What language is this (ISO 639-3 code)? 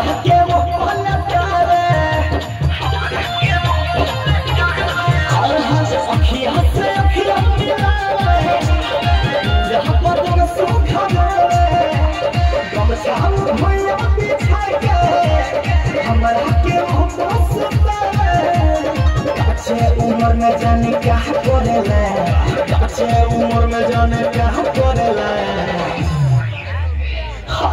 bho